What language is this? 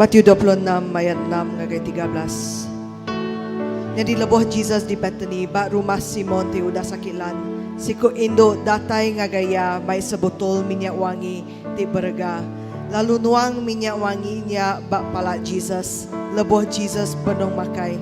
Iban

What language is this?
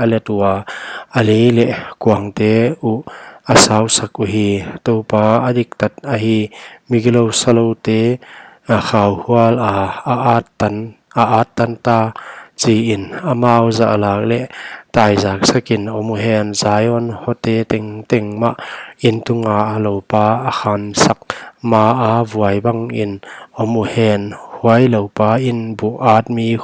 Paite Chin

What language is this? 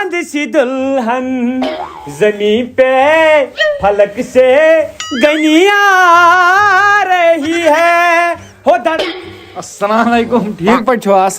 Kashmiri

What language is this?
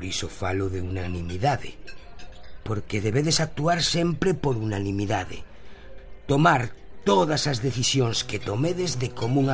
Galician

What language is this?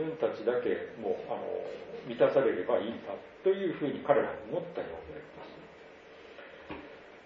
Japanese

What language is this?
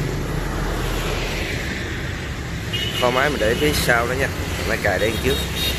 Vietnamese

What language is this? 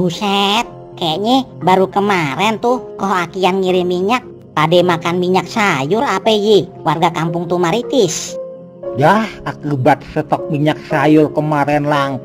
Betawi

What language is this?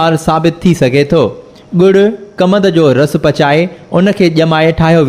Sindhi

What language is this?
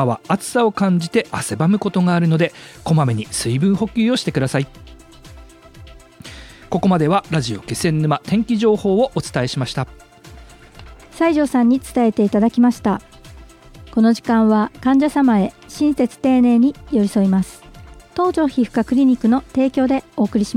Japanese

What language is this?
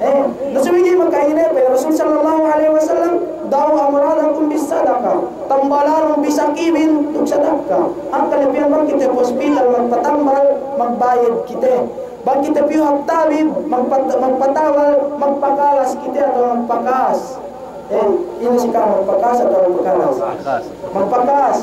Yakan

